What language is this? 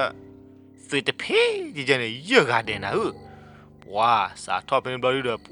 S'gaw Karen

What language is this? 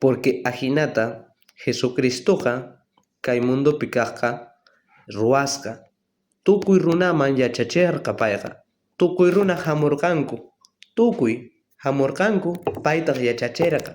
South Bolivian Quechua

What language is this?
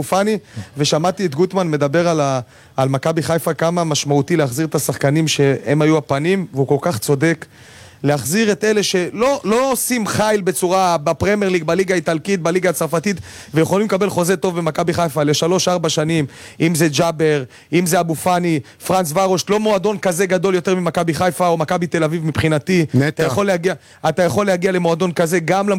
Hebrew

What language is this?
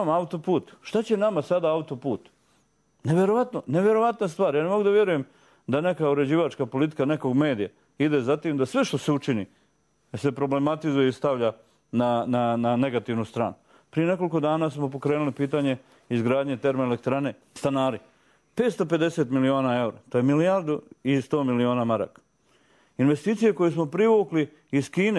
Serbian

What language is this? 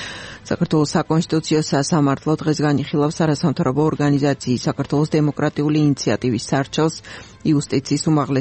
Georgian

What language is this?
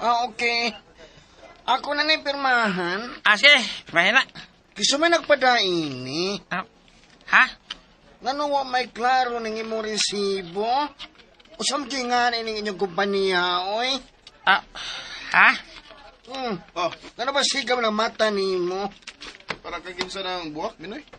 Cebuano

